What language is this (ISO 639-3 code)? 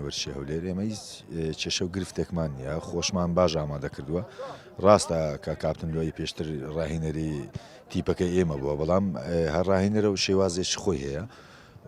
ckb